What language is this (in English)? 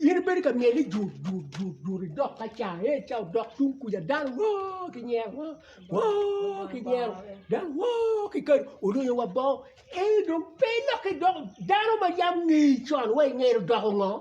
Acoli